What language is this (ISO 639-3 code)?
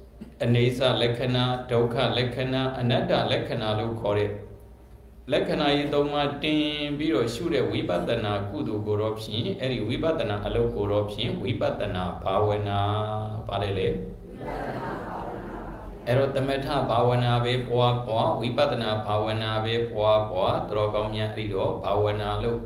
mya